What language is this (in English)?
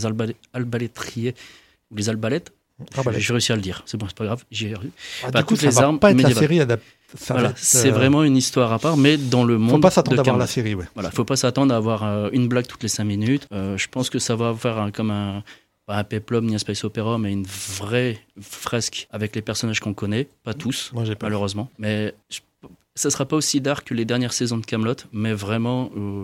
French